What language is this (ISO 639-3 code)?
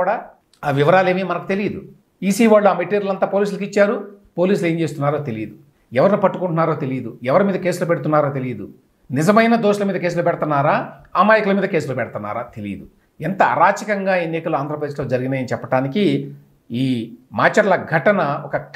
tel